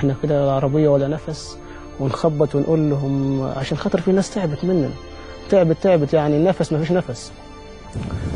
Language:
Egyptian Arabic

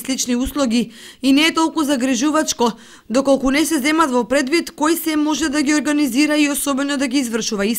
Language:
Macedonian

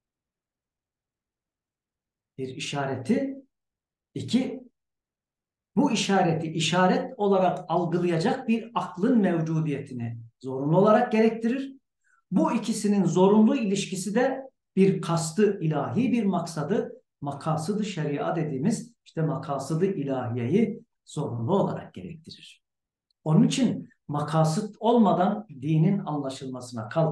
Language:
Turkish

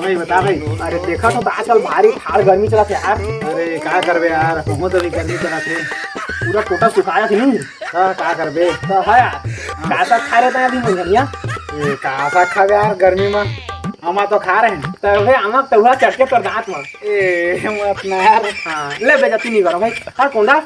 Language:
Chhattisgarhi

